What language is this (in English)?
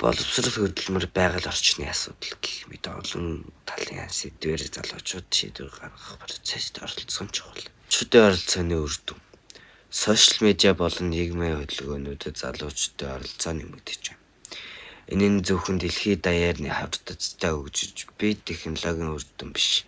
Mongolian